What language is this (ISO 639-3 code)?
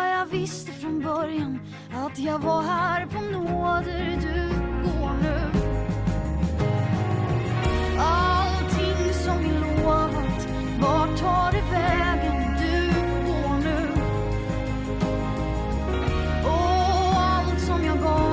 swe